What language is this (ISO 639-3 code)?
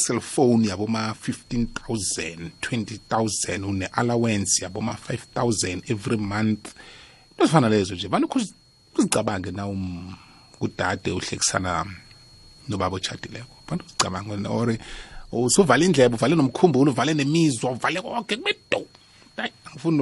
nbl